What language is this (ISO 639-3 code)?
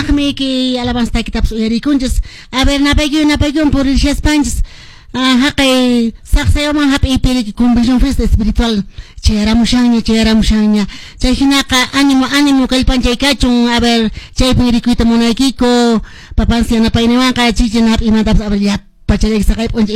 que